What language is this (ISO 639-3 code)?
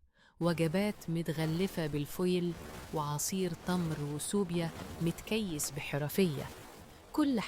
arz